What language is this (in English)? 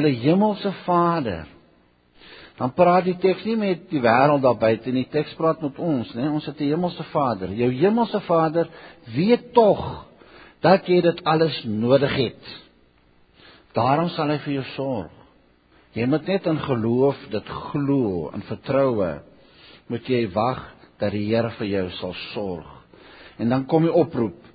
Afrikaans